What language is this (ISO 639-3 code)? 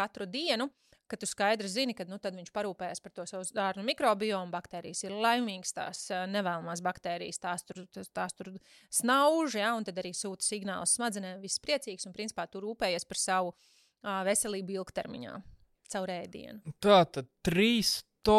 lav